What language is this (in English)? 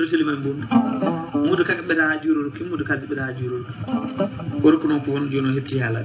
Fula